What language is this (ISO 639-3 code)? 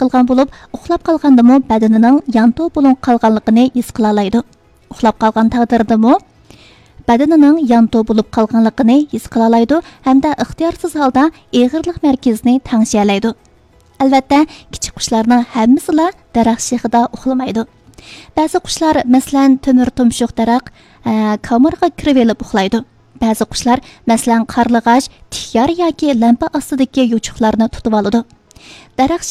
uig